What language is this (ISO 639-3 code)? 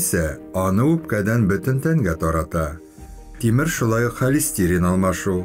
tat